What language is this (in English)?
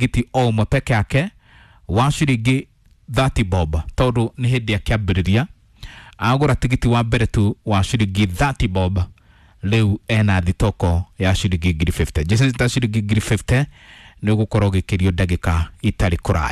Kikuyu